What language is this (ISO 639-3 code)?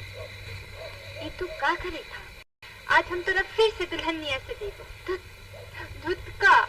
mag